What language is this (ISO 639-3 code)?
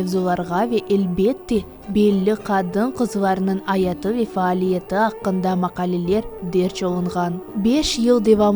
crh